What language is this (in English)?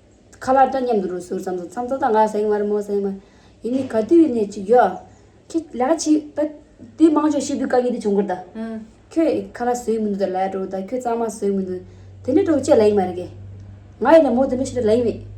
Tibetan